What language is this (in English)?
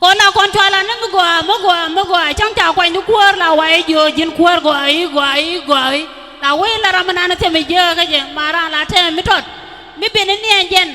Nuer